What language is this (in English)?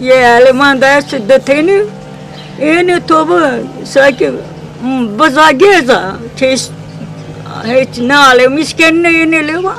Zaza